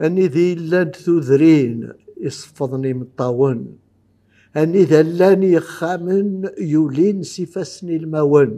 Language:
Kabyle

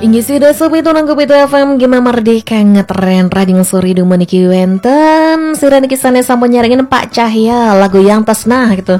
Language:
Balinese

